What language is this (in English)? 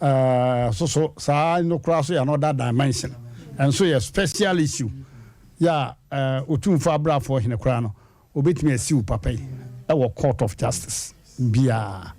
Akan